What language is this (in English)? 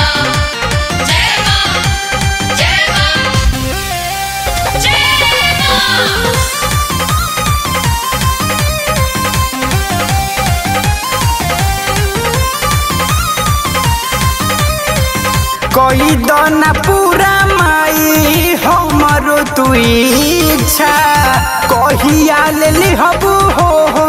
Bhojpuri